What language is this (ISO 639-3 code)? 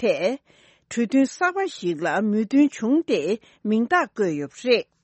bod